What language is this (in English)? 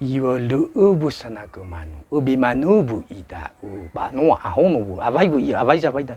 Nias